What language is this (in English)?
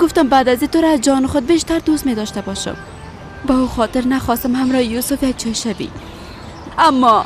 Persian